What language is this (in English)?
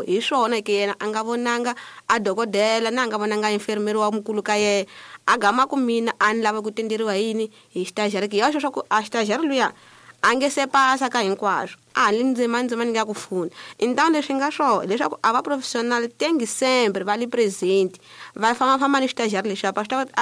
Tsonga